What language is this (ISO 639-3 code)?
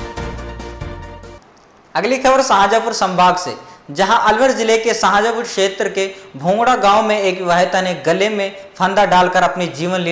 hin